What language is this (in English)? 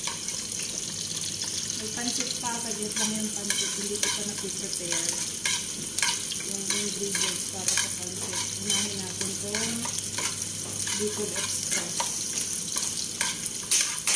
Filipino